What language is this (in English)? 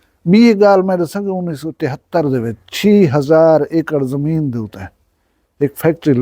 Saraiki